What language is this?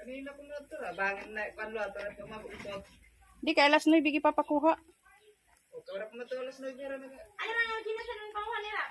Waray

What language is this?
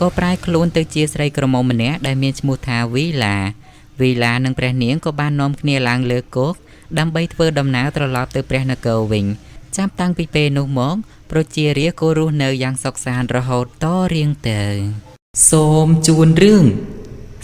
Khmer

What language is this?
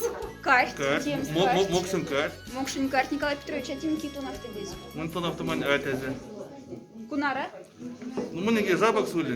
Moksha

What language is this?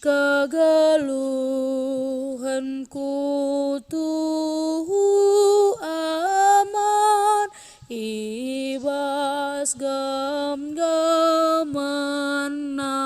Batak Karo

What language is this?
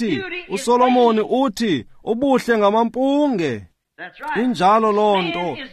Xhosa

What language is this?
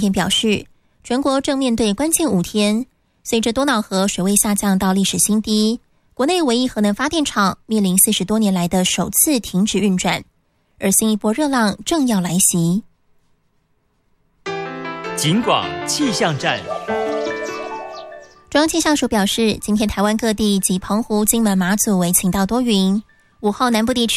Chinese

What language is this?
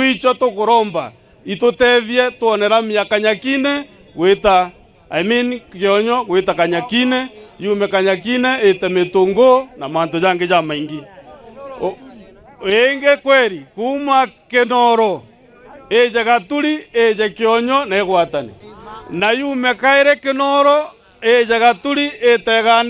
Meru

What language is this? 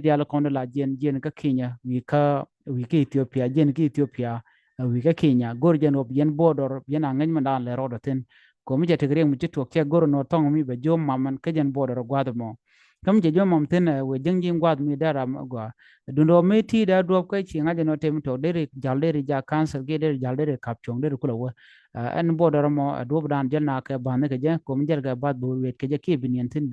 Nuer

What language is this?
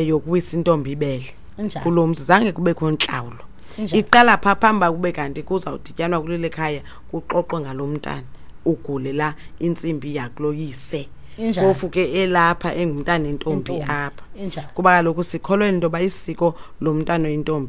Xhosa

